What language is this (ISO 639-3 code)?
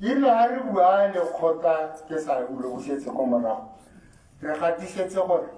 tsn